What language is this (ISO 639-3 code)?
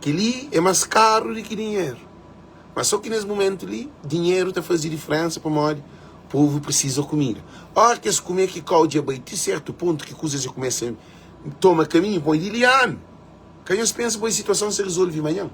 kea